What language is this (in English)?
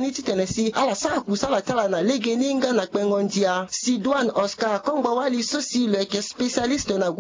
Sango